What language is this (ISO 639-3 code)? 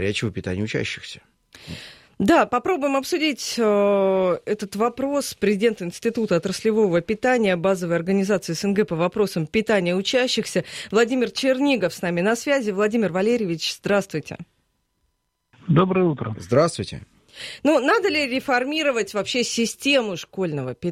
rus